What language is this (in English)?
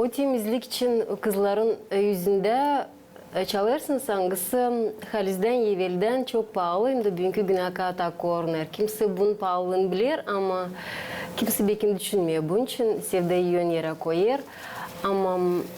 Gagauz